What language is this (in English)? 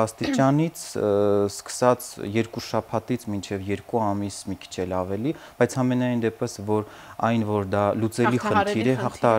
Armenian